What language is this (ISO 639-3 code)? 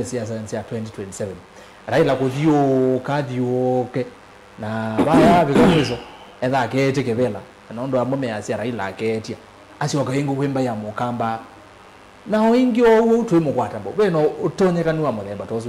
kam